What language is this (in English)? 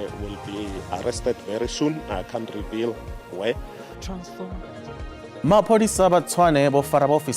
Venda